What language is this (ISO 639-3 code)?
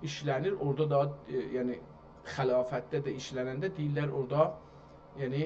azb